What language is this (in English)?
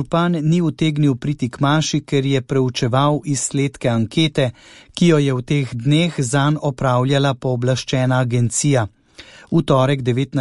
Slovenian